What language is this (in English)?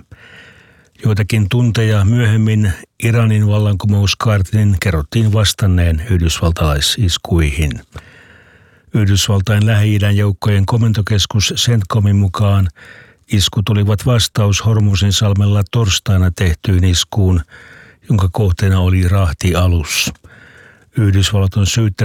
Finnish